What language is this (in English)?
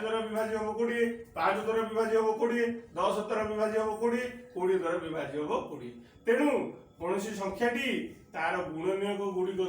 Odia